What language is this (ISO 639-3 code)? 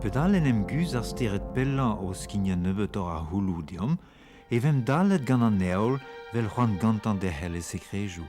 bre